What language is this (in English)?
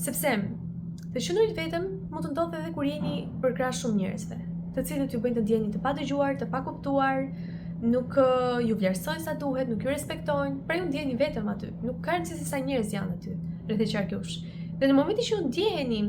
Albanian